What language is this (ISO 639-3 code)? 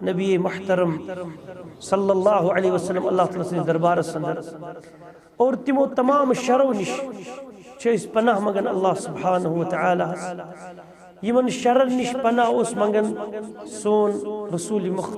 kas